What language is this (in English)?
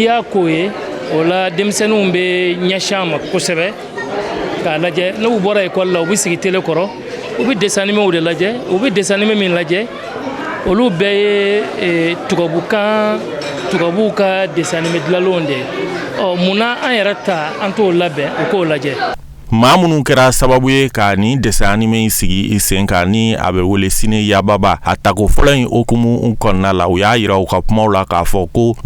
Bambara